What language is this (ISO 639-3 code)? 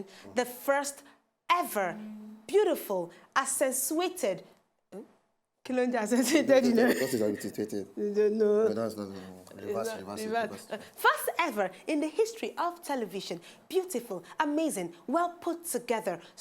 pcm